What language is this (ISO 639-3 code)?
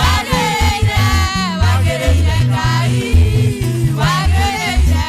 kik